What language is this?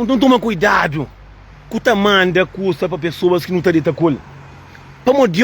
Kabuverdianu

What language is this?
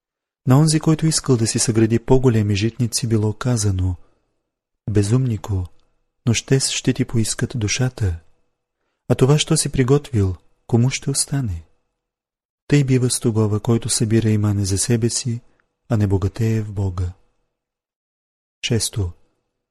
Bulgarian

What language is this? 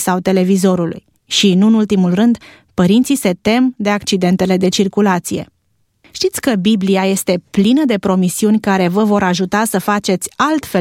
Romanian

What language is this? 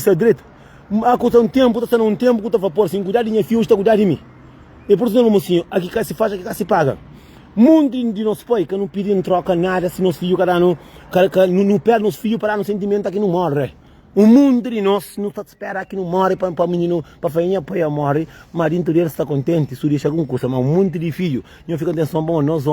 Kabuverdianu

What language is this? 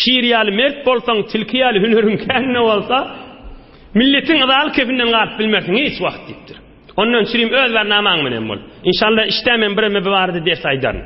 Turkmen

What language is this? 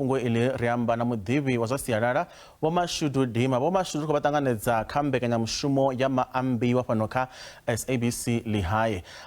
Venda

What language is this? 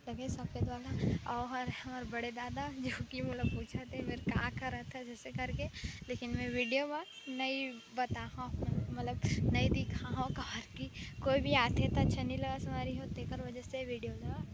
Chhattisgarhi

